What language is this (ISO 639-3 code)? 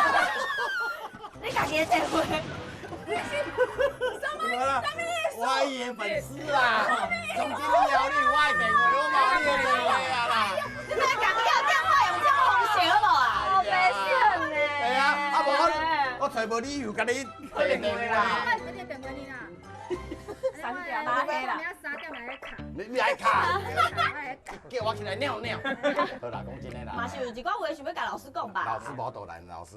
nan